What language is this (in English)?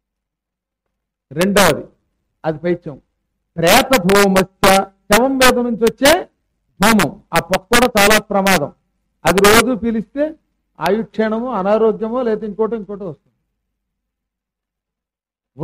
Telugu